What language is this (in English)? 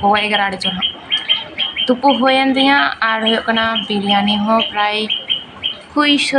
Santali